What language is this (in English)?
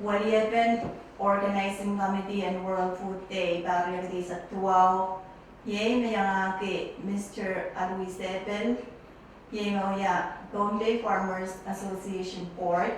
Pohnpeian